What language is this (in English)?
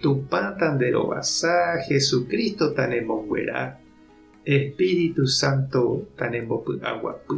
Guarani